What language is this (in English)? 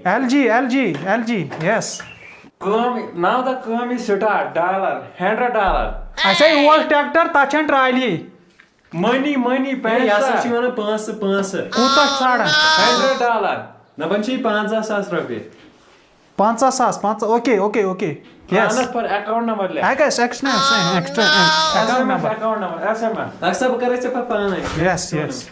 Kashmiri